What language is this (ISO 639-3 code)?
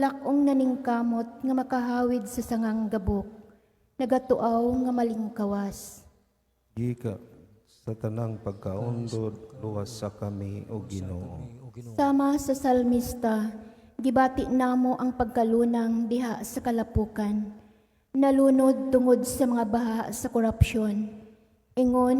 ceb